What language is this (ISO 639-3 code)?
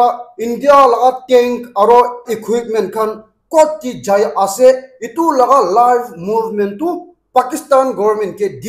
nag